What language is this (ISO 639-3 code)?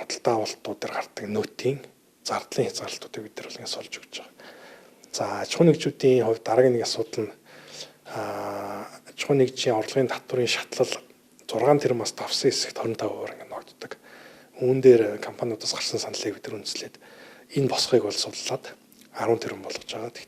mon